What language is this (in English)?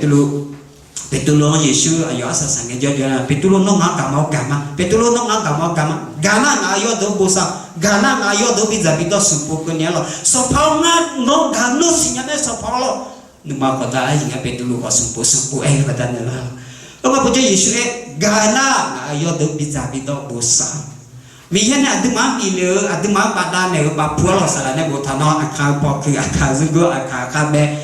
Akha